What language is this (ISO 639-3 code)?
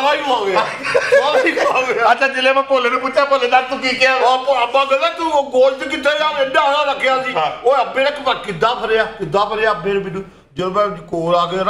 pan